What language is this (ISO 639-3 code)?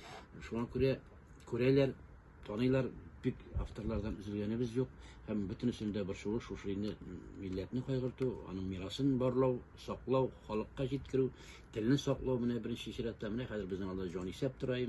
tat